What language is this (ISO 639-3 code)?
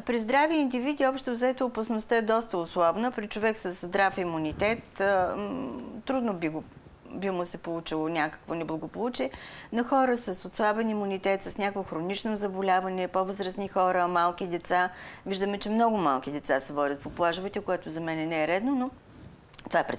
bul